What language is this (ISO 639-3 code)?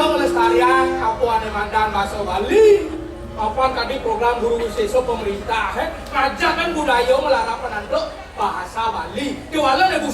ban